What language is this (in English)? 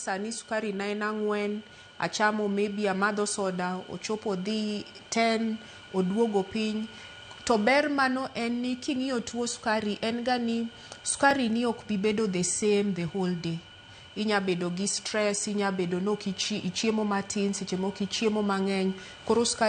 Luo (Kenya and Tanzania)